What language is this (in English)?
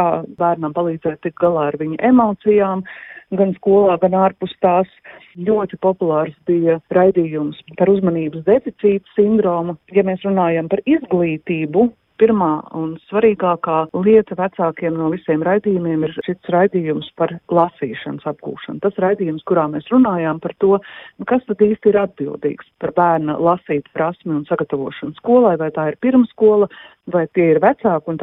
Latvian